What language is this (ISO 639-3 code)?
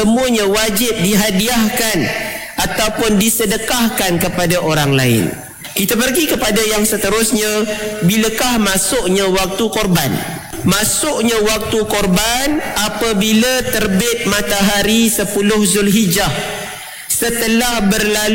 msa